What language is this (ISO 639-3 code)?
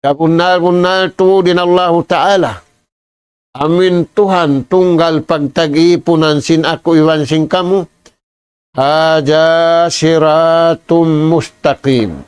tsg